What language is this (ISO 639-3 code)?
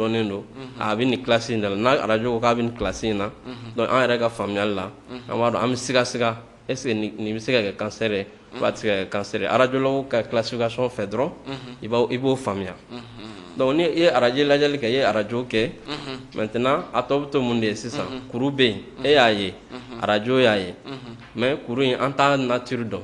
bam